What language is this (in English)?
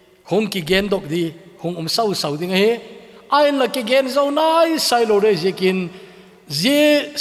Thado Chin